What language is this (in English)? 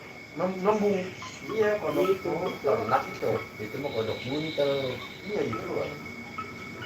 Betawi